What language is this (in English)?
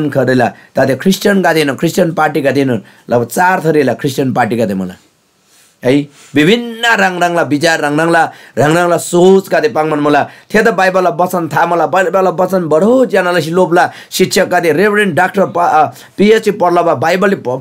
Eastern Tamang